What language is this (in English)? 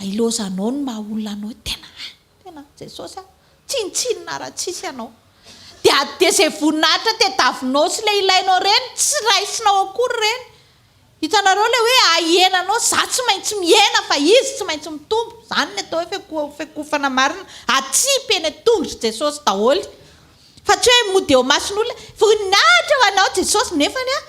Malagasy